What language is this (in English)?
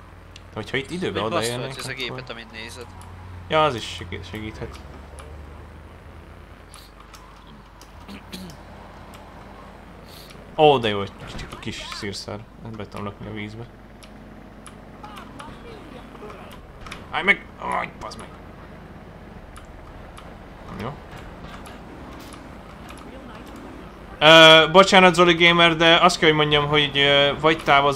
Hungarian